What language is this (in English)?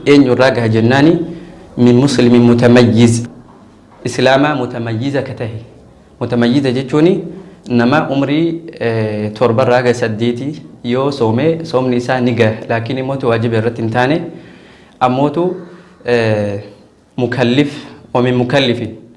Oromo